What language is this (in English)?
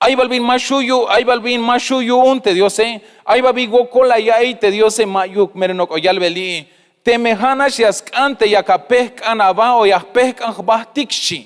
Tzeltal